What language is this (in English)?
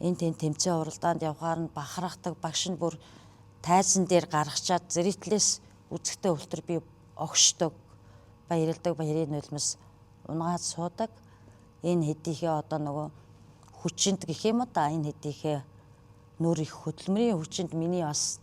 Mongolian